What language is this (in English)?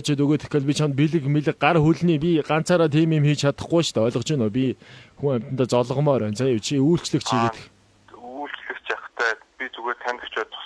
Mongolian